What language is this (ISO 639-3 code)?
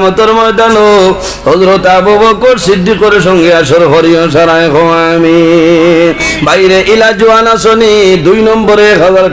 syl